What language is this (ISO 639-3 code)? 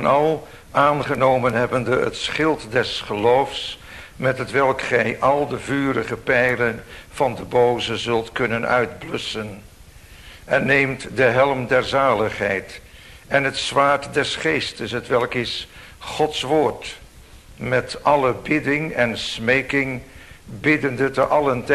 nld